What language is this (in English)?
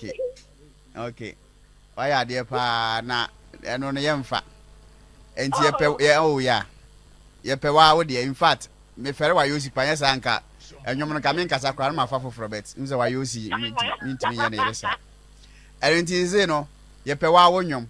Akan